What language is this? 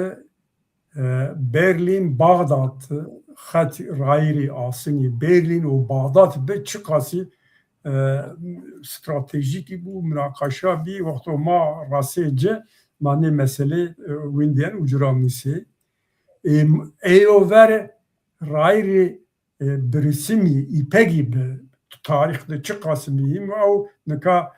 Zaza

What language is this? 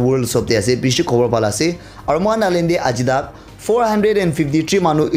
Naga Pidgin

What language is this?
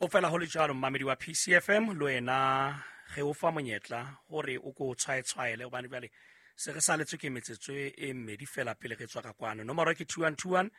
Southern Sotho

